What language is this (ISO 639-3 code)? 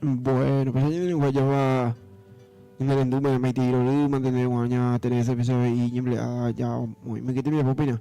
grn